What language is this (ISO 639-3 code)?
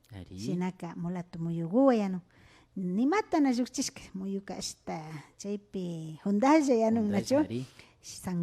qvi